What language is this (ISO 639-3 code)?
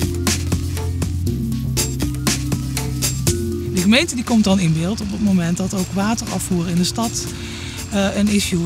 nld